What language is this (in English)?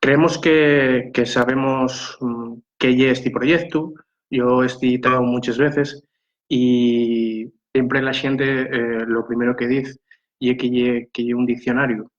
Asturian